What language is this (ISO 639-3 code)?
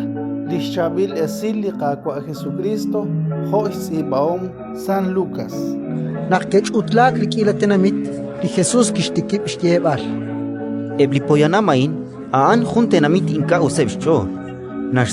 kek